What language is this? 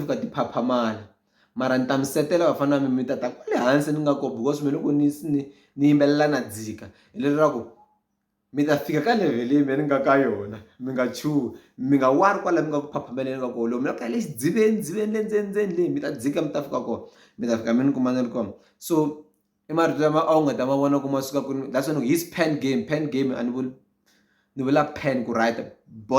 Tsonga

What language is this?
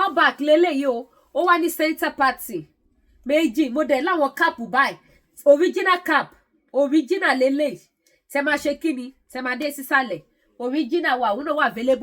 Yoruba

